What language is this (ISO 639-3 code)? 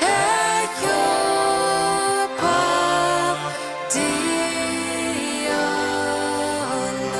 pdt